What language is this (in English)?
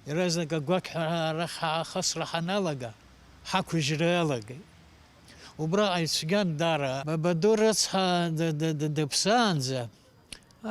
Abkhazian